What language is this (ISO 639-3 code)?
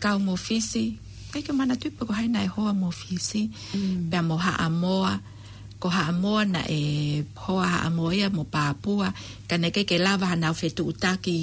ton